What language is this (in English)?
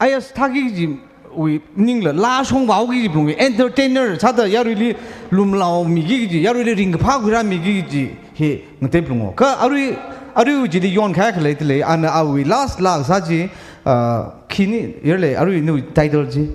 Tangkhul Naga (India)